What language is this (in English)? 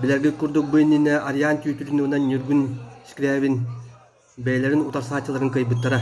Yakut